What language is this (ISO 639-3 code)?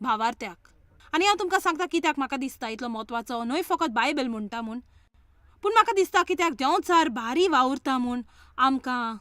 kok